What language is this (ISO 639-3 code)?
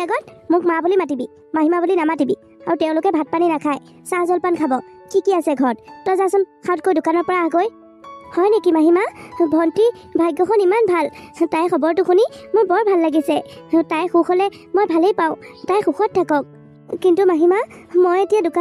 asm